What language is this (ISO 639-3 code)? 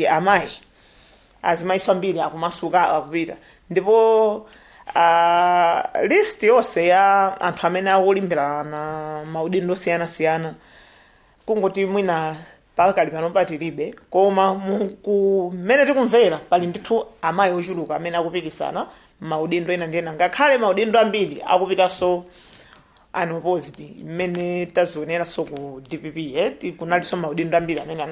nya